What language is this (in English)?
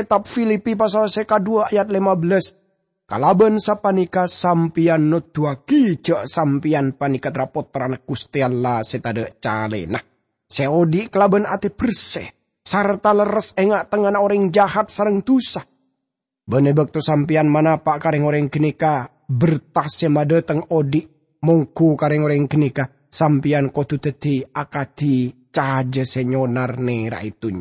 Madurese